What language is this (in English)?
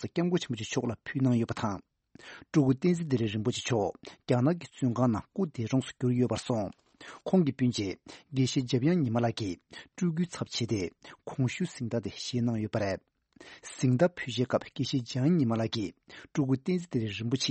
Tibetan